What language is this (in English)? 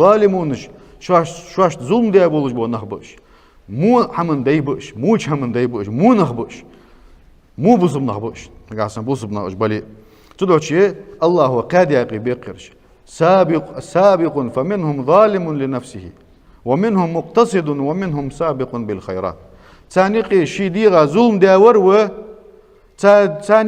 Ingush